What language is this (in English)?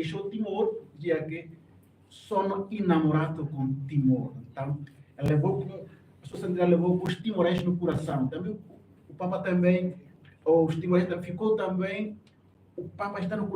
Tetum